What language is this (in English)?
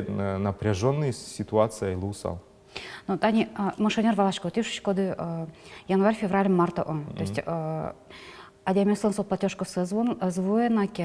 Udmurt